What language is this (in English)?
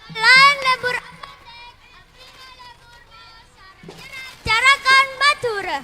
Madurese